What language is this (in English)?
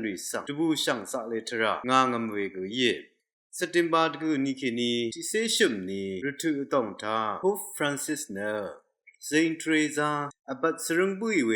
Rawang